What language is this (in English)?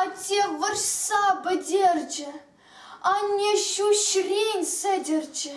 Chuvash